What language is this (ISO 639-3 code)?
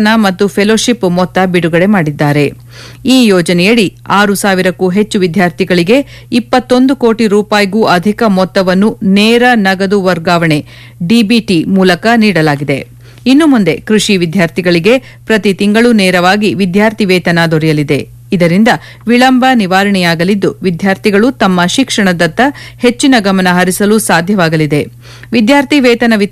kan